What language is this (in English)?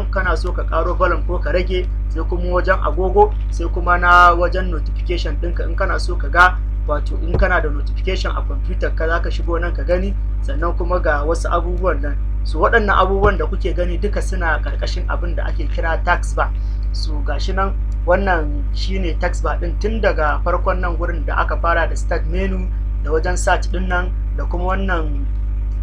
Hausa